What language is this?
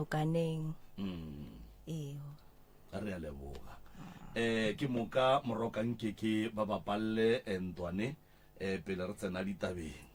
Northern Sotho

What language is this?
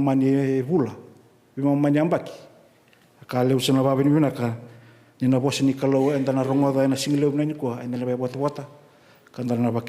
Fijian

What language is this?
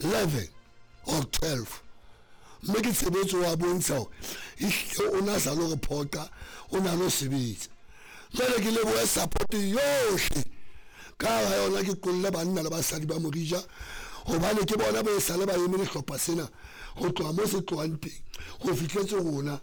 Southern Sotho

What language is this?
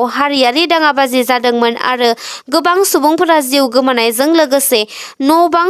Bodo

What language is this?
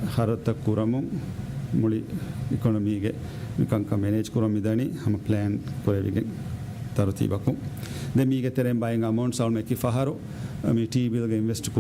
Divehi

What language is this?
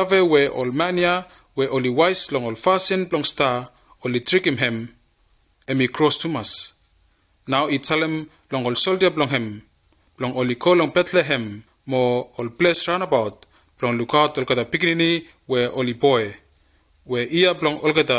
Bislama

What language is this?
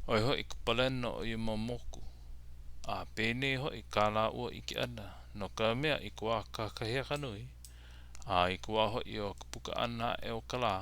Hawaiian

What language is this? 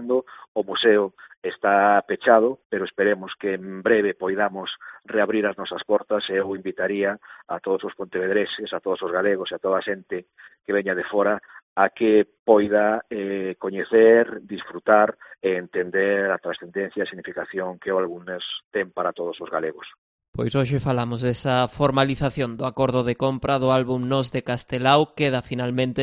Galician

